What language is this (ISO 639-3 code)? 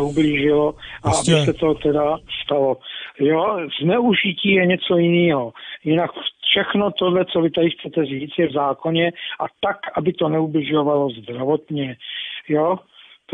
ces